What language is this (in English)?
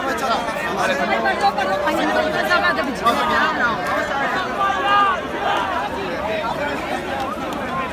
Spanish